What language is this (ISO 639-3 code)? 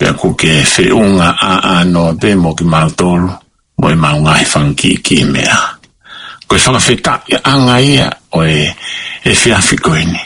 ton